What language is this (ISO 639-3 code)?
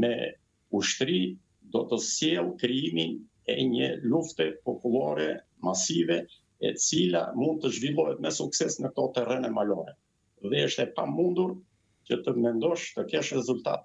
sqi